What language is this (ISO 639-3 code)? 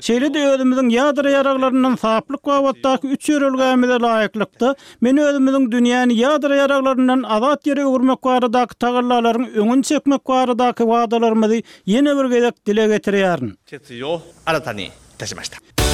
tuk